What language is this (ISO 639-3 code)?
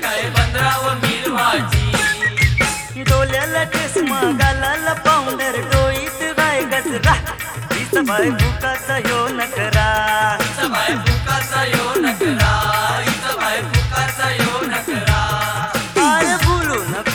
mar